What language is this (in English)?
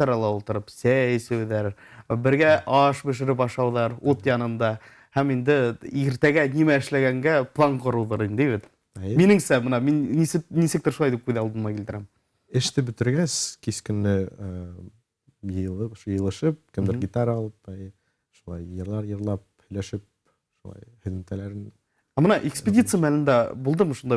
Bashkir